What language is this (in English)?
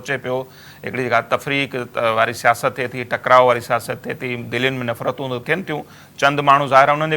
Sindhi